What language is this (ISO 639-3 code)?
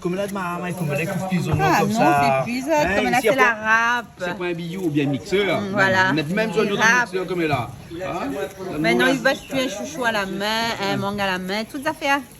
rcf